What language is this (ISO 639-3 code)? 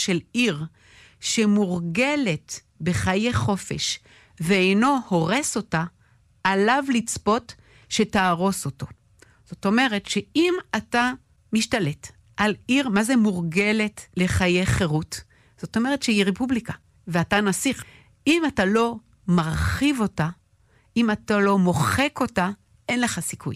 heb